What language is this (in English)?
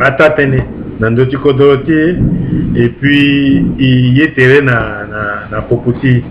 Sango